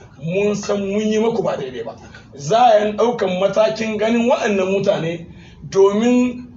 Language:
Hausa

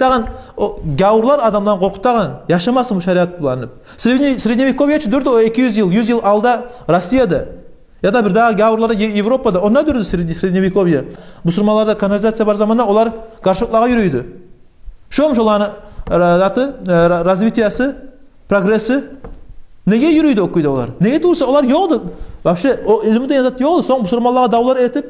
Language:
Kumyk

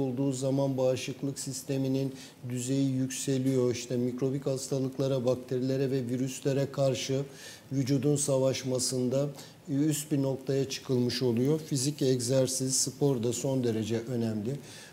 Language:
Turkish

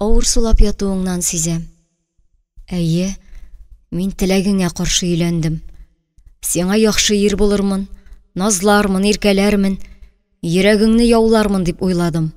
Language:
Tatar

